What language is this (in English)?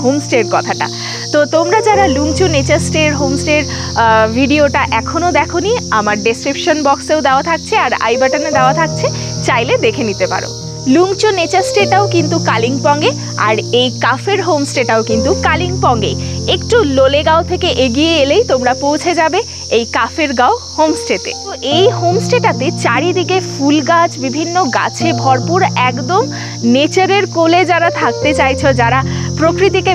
Bangla